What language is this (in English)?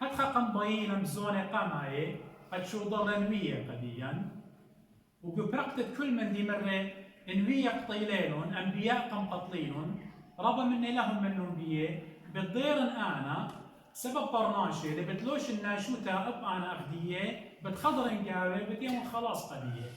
Assyrian Neo-Aramaic